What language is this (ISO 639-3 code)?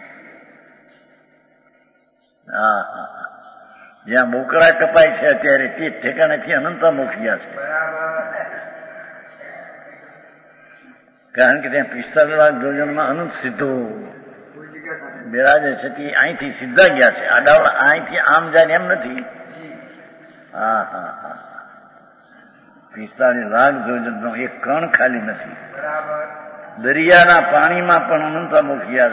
guj